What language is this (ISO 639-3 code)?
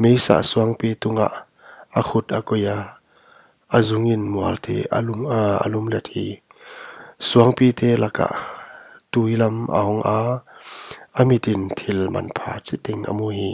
pck